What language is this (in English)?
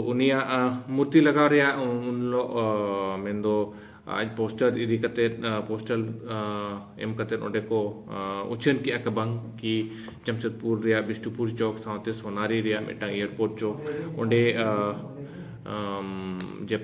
Santali